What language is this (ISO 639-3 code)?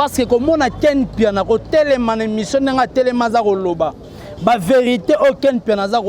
lin